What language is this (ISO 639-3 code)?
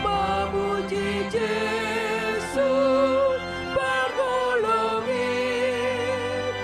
bts